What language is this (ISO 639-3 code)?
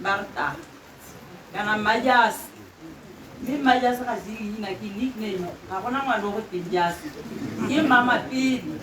tsn